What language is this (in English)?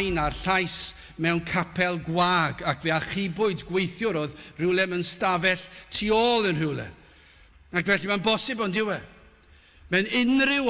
Welsh